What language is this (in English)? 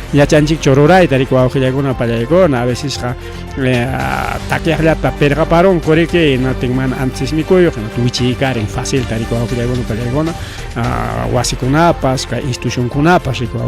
Ayacucho Quechua